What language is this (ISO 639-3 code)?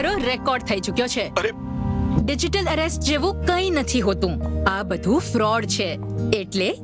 guj